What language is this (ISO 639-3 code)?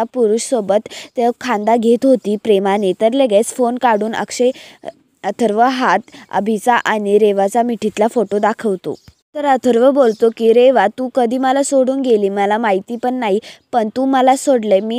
mar